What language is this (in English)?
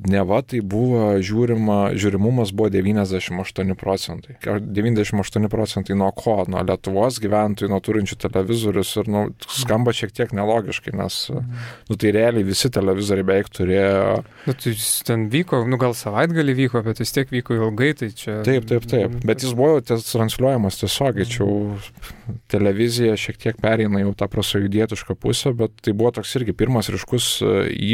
Lithuanian